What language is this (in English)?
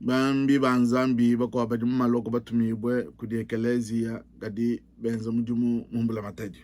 Luba-Lulua